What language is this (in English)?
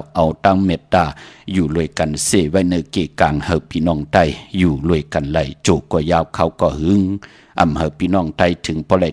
Shan